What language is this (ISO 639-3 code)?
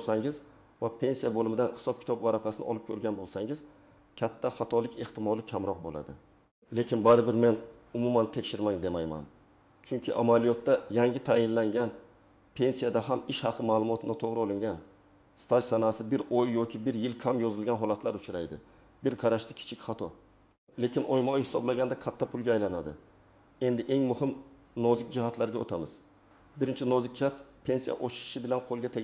uzb